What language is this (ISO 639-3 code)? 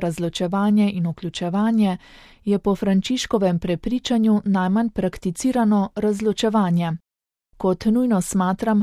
slv